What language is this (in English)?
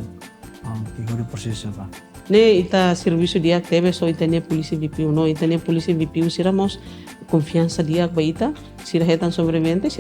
Tetum